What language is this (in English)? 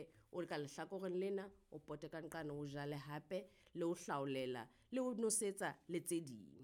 Southern Sotho